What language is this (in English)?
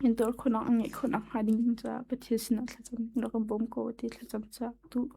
Hakha Chin